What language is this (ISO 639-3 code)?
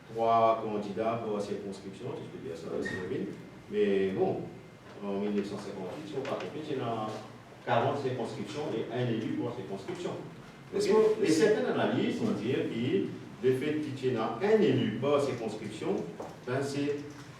mfe